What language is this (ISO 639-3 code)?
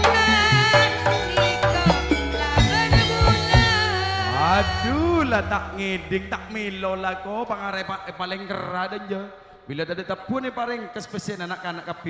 mad